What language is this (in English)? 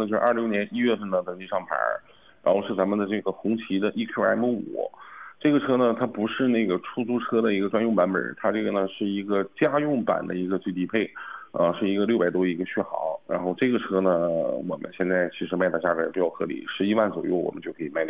Chinese